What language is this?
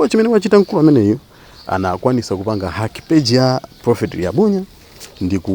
Nyanja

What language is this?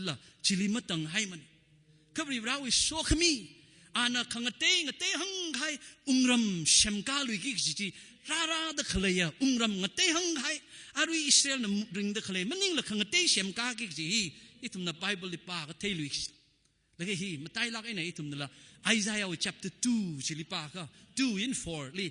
Tangkhul Naga (India)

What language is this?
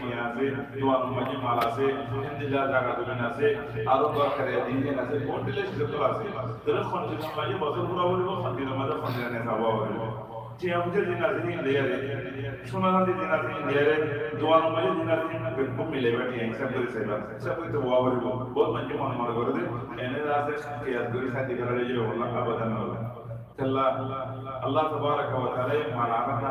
Rohingya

